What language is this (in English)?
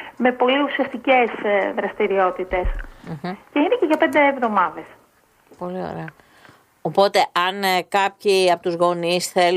Greek